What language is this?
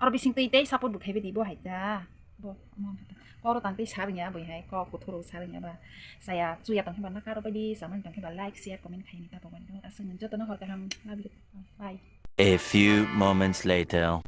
Kok Borok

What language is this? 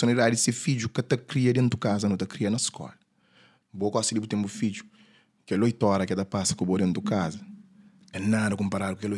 Kabuverdianu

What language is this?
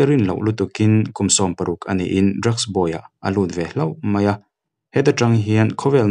Mizo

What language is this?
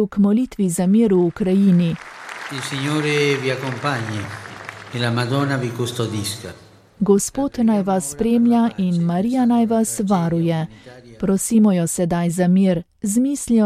Slovenian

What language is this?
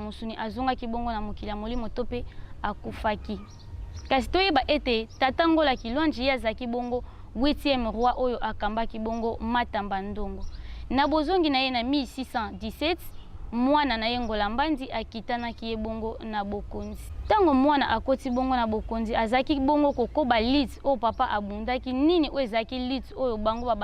Lingala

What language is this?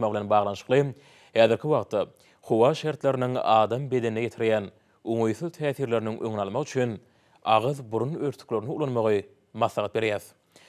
Turkmen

